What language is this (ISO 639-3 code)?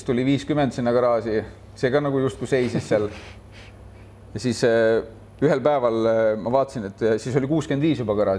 est